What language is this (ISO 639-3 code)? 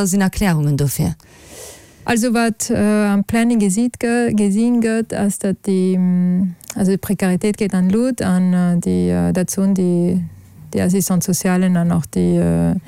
ltz